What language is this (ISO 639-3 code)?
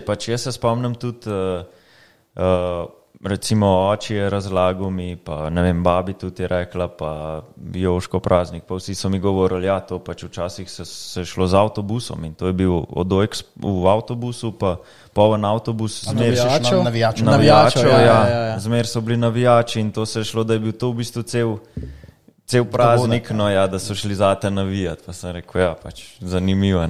slv